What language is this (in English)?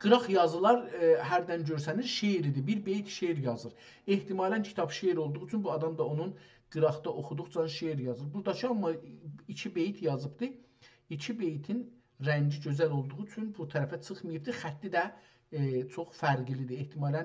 South Azerbaijani